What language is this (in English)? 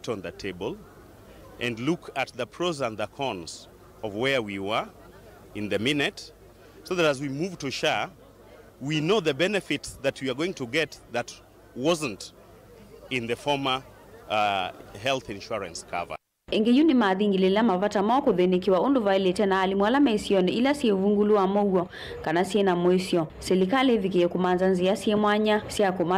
Kamba